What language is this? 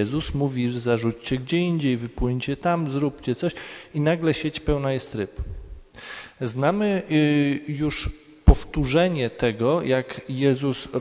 Polish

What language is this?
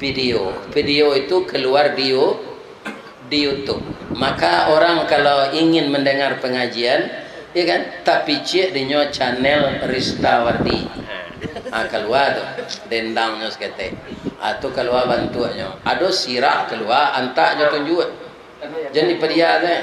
Minangkabau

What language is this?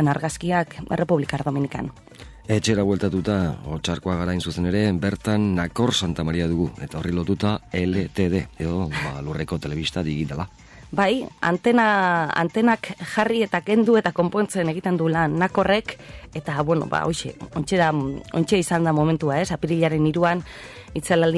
Basque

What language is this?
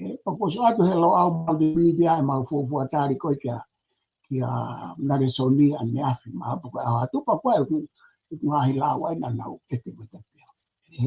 Tongan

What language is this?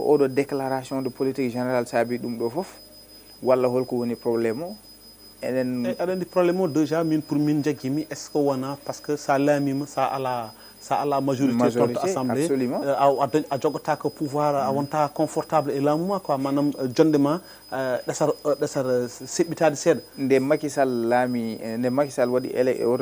Fula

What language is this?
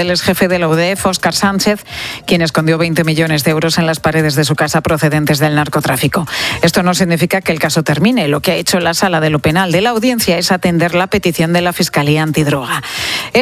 Spanish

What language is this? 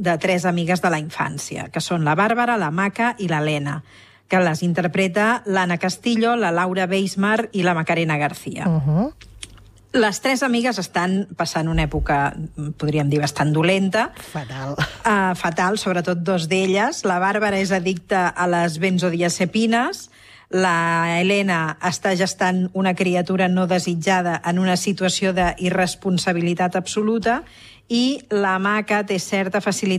Catalan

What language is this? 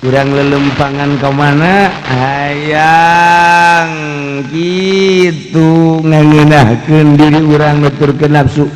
Sundanese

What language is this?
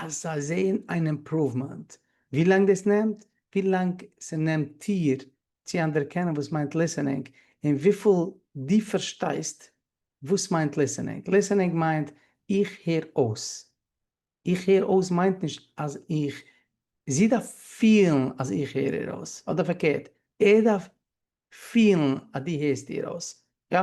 Yiddish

